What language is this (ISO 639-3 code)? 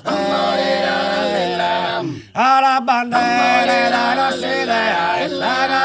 srd